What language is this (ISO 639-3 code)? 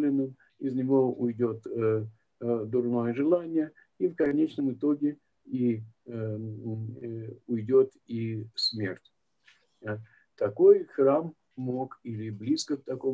rus